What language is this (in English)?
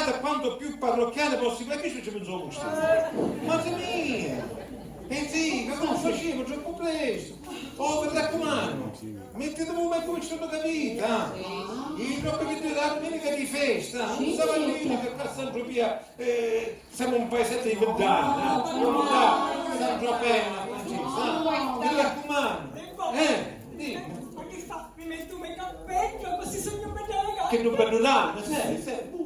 Sicilian